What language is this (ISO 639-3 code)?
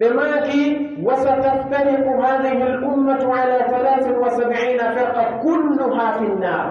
fuf